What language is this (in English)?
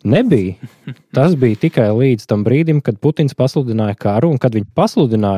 Latvian